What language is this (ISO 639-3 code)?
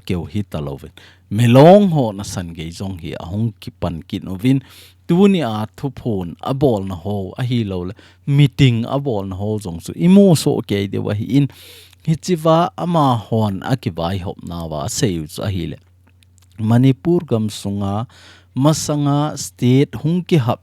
tcz